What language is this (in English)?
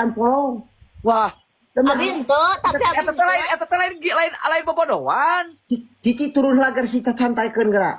Sundanese